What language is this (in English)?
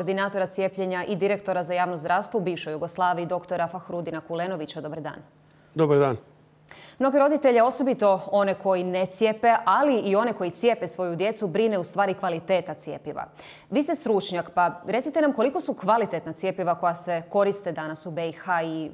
Bosnian